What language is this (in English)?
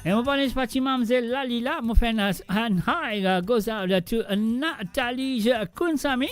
Morisyen